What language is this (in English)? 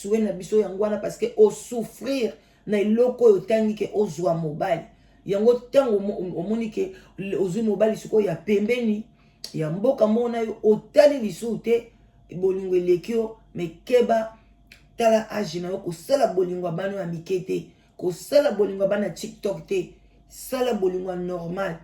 Lingala